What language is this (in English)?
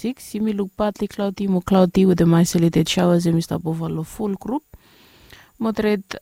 Bislama